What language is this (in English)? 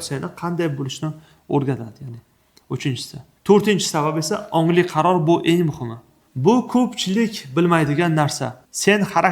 Uzbek